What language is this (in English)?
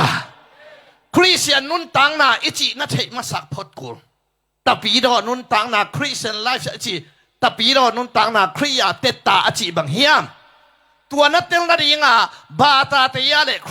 Tedim Chin